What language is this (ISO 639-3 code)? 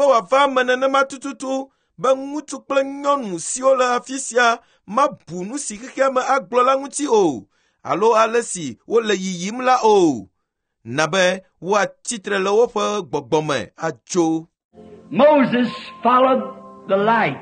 ewe